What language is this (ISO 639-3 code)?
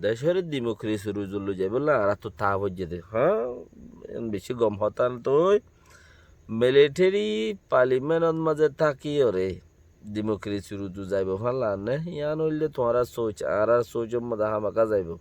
rhg